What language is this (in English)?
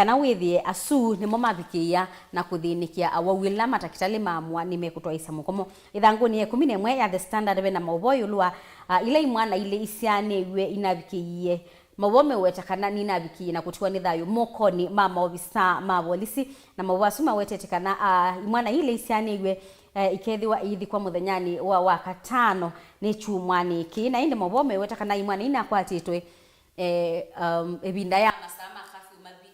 Kamba